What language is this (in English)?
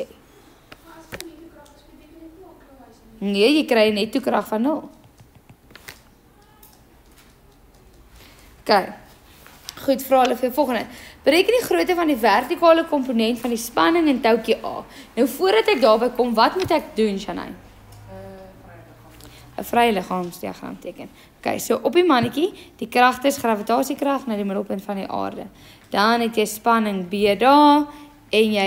Afrikaans